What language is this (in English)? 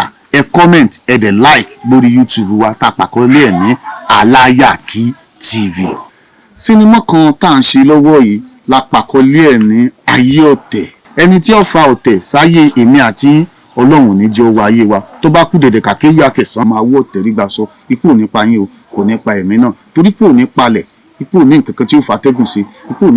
Yoruba